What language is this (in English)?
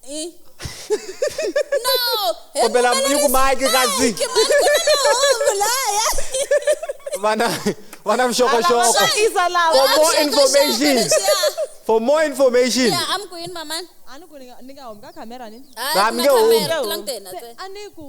Tsonga